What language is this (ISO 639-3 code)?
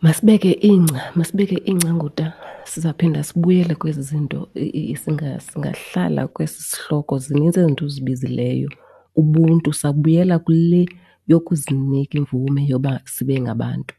xho